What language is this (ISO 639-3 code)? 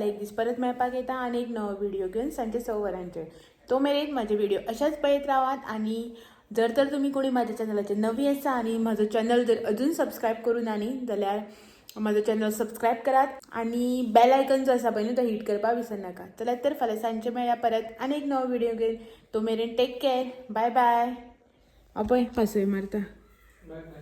kok